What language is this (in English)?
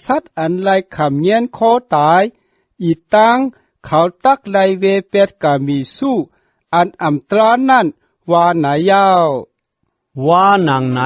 Shan